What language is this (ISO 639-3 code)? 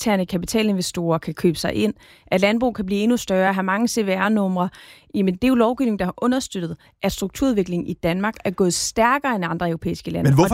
dan